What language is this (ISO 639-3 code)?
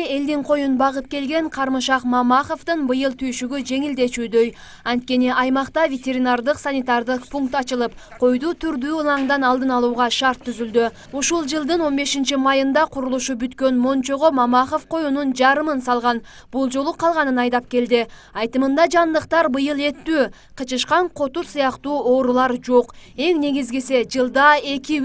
kir